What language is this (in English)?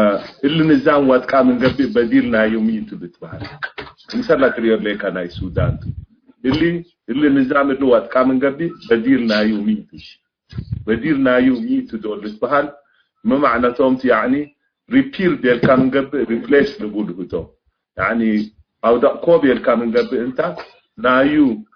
Tigre